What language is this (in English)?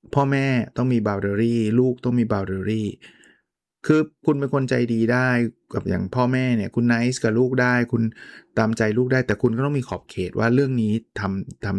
Thai